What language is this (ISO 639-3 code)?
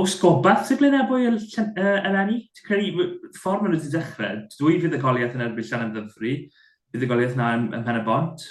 cym